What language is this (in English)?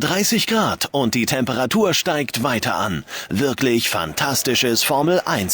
Bavarian